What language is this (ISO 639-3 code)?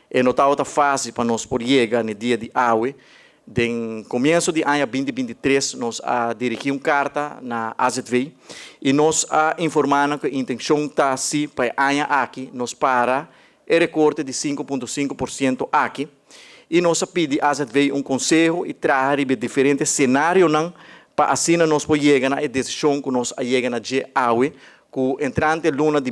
pap